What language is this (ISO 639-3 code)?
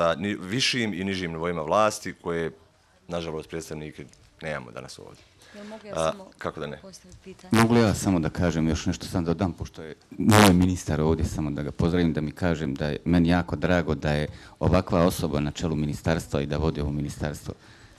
bos